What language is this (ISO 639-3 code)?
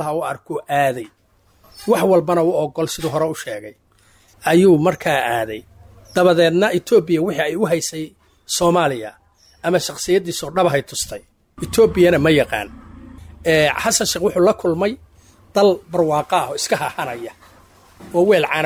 som